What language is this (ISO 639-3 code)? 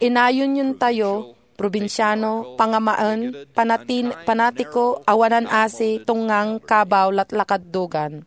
ilo